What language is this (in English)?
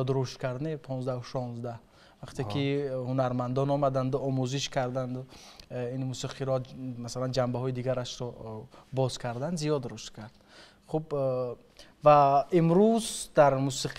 Tajik